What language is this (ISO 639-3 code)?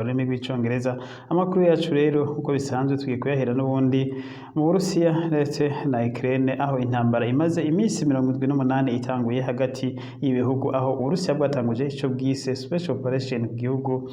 run